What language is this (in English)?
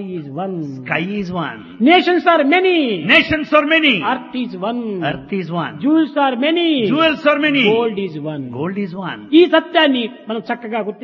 Telugu